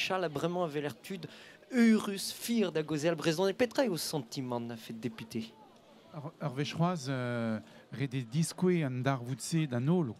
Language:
Breton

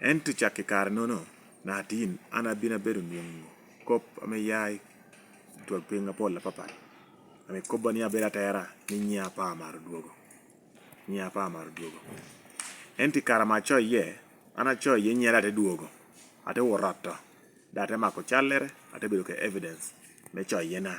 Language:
Lango (Uganda)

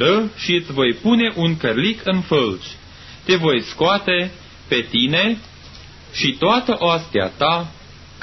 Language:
Romanian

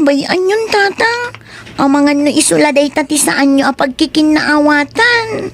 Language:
Iloko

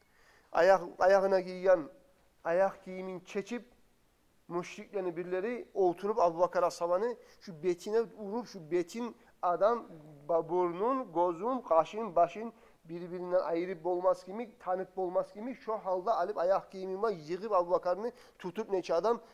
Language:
Kumyk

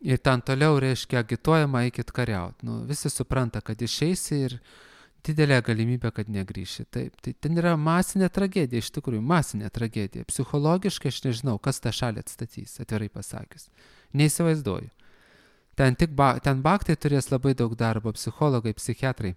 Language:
Lithuanian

